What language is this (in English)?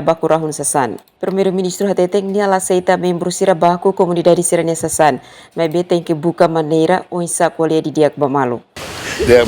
Tetum